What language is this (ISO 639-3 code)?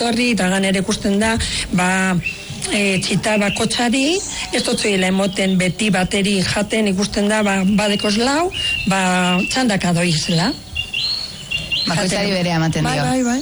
eus